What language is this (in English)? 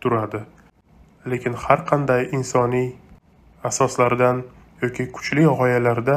Uzbek